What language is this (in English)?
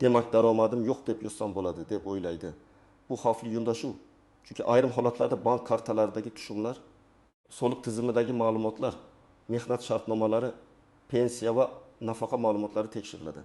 Uzbek